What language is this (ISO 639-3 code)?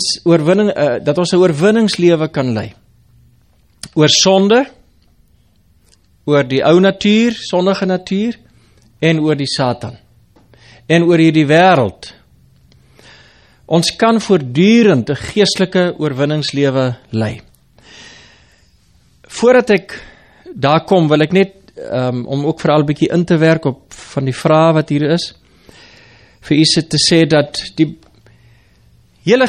afr